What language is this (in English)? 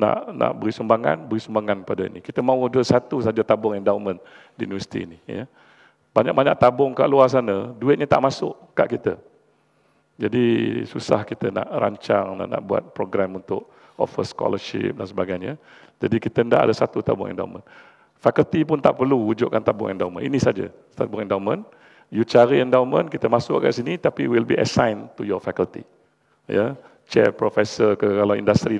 Malay